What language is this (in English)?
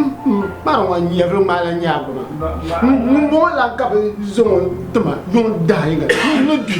Dagbani